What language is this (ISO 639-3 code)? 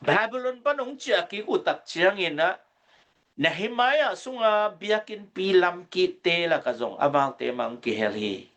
ctd